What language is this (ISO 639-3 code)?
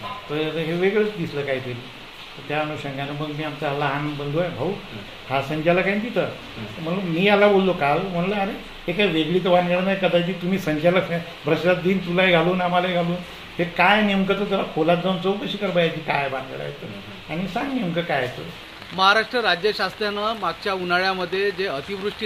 mar